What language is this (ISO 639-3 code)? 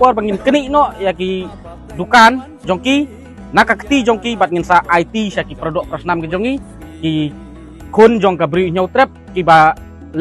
kha